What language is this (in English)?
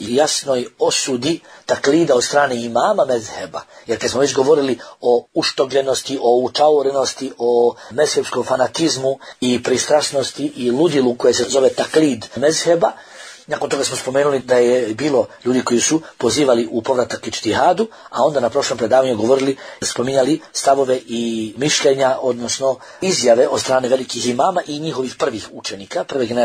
Bosnian